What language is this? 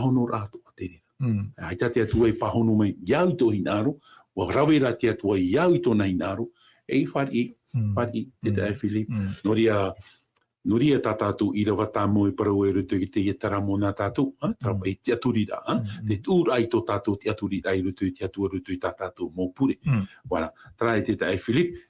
Tahitian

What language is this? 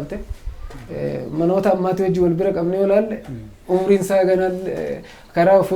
Oromo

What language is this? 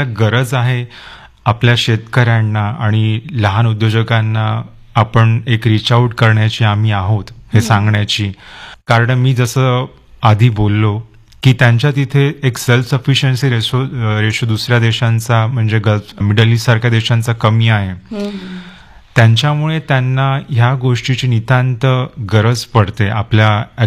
Marathi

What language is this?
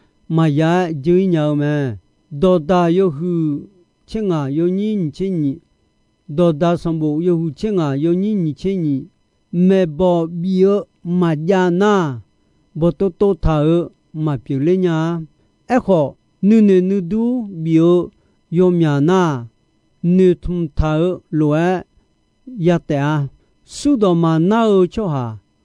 Akha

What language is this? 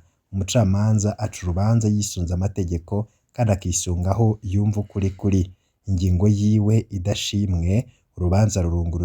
Rundi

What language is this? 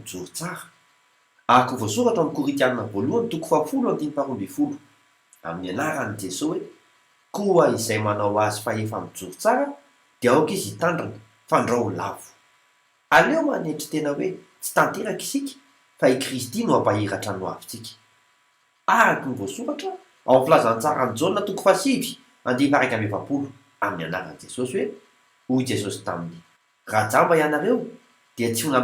Malagasy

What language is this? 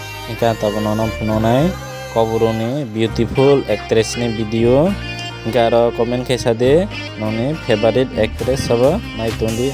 Kok Borok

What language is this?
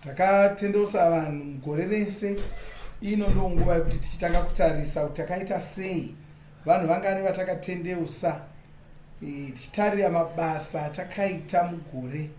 Shona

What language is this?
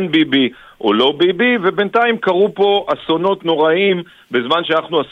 Hebrew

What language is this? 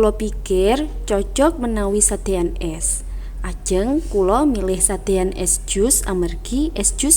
Javanese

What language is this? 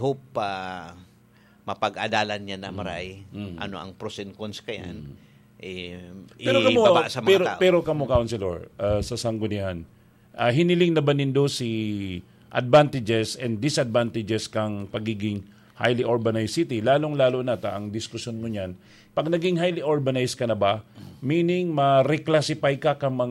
Bikol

